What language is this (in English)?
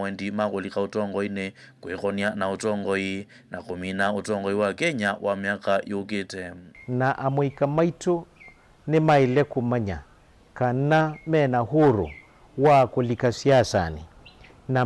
Kamba